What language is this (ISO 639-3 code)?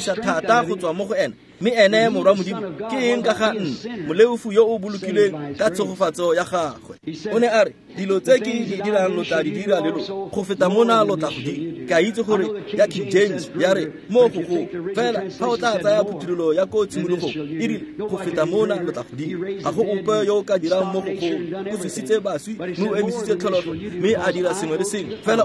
tsn